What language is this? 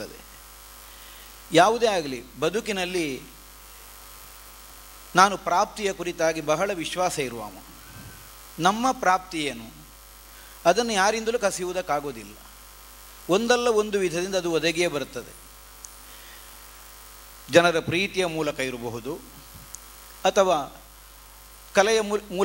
Kannada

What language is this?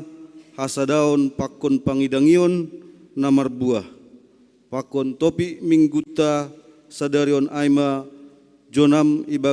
Batak Simalungun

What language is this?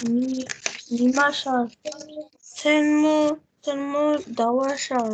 Tibetan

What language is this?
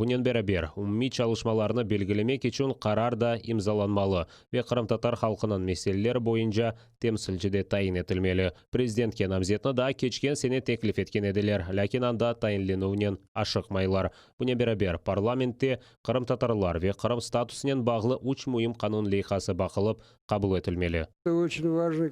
Crimean Tatar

